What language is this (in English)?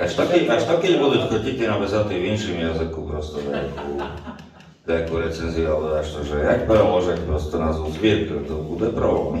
Rusyn